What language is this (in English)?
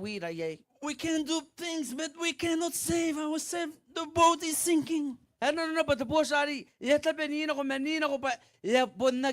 Gilbertese